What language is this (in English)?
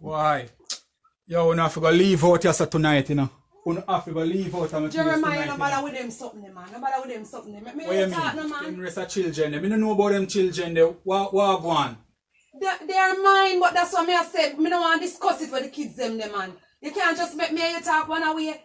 Jamaican Creole English